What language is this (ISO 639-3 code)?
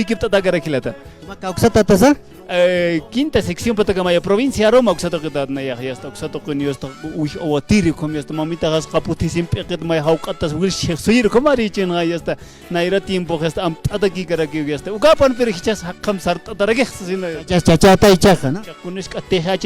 aym